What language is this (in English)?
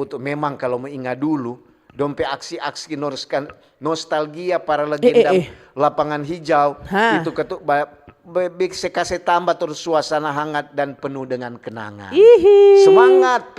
Manado Malay